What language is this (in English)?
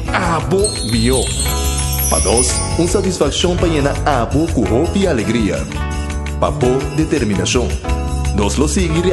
Papiamento